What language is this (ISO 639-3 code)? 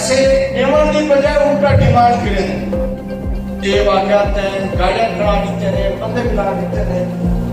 skr